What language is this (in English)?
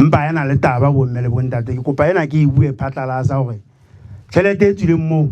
Southern Sotho